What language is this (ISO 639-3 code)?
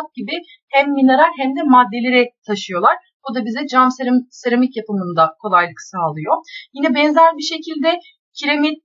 tur